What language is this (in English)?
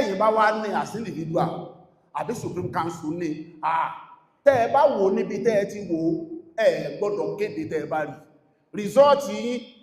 Yoruba